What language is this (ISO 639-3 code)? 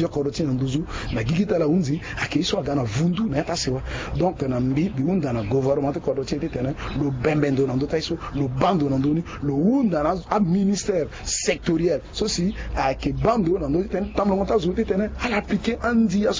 sag